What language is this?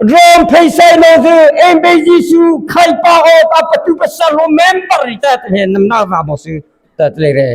Mara Chin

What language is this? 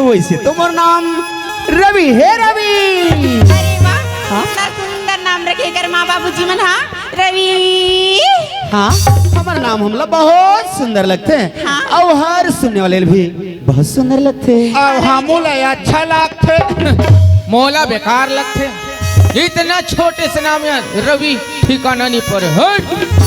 Chhattisgarhi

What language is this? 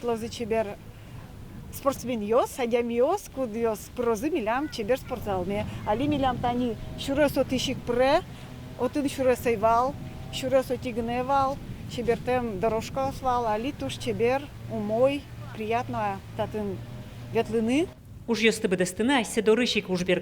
Udmurt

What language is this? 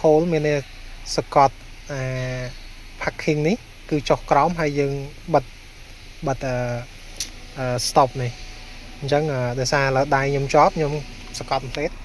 Khmer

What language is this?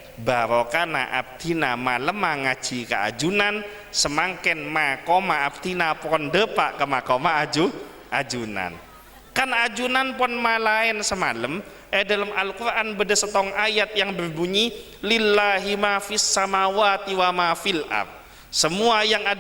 Madurese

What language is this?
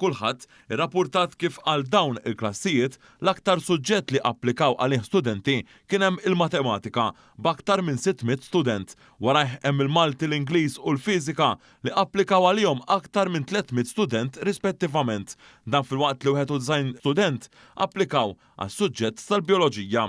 Maltese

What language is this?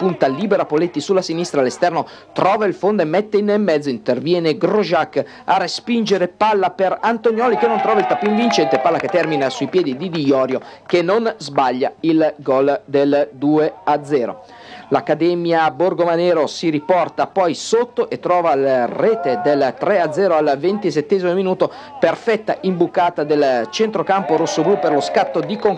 Italian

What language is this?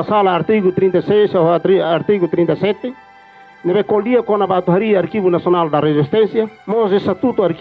Tetum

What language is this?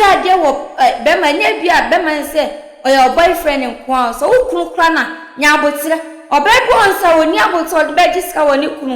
Akan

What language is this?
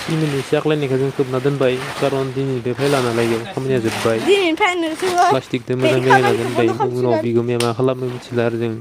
Bodo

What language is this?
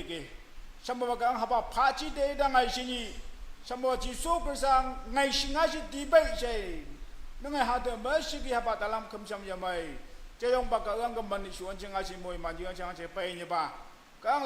Naga Pidgin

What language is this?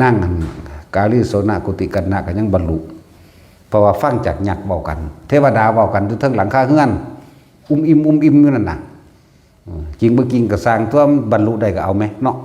Northeastern Thai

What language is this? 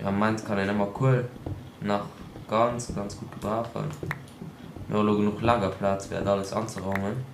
Luxembourgish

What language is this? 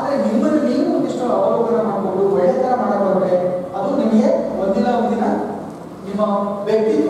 Kannada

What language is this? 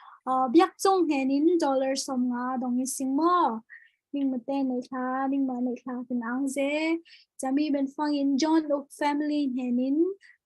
Falam Chin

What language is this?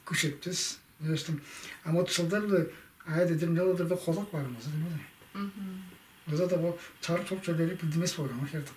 Tuvinian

